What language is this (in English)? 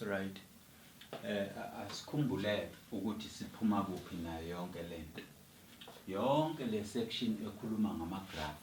Zulu